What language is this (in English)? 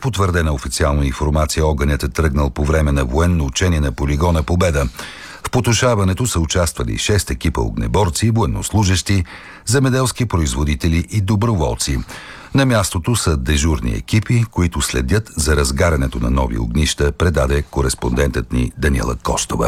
Bulgarian